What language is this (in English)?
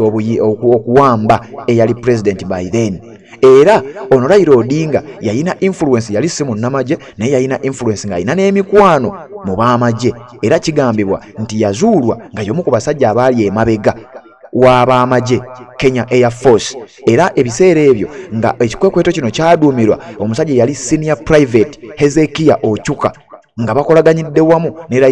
Ganda